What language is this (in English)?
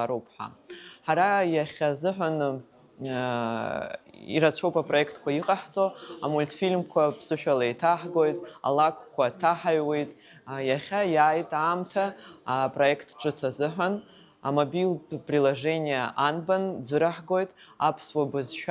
Abkhazian